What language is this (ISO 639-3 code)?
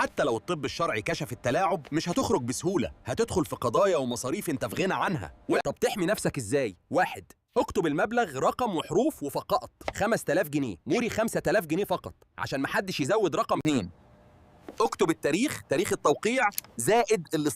arz